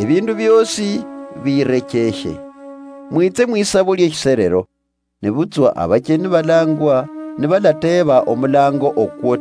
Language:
Luyia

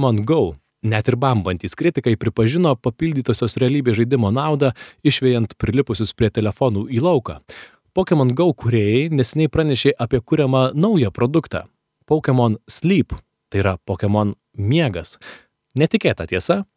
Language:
Lithuanian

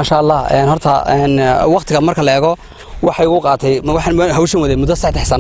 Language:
Somali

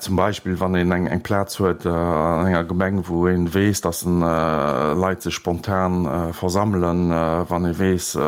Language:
Luxembourgish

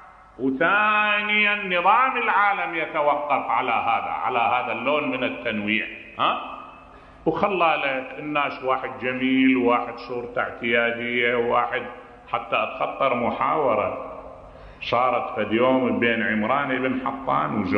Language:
Mesopotamian Arabic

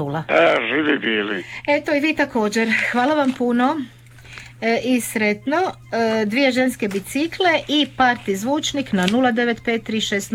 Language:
Croatian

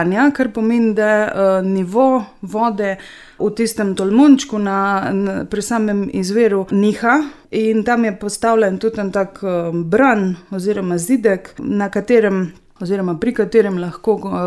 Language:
Slovenian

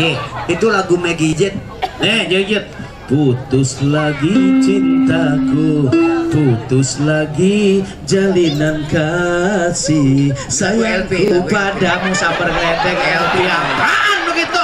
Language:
Betawi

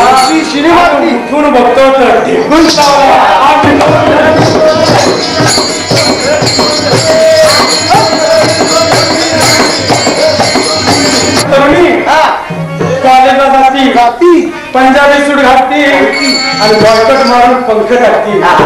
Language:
Marathi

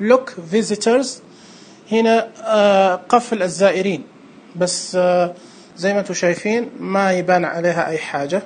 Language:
Najdi Arabic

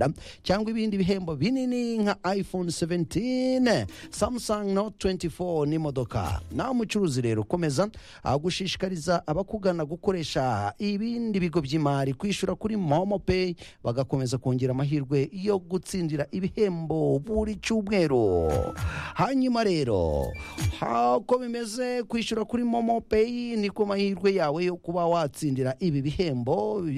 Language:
Kinyarwanda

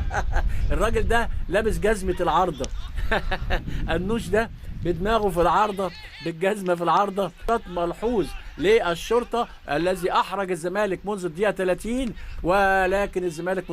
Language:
Egyptian Arabic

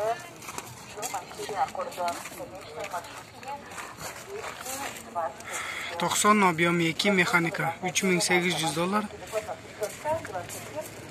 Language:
Kyrgyz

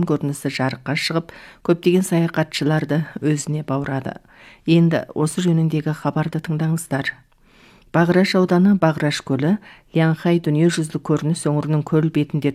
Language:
Kazakh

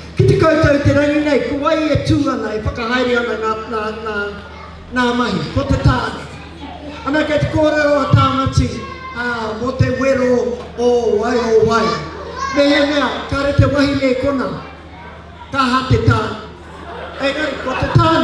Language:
Māori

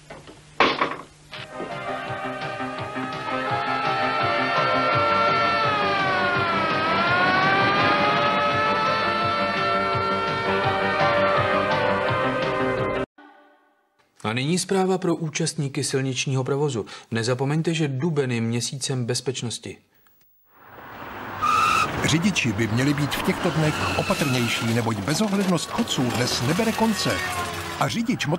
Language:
Czech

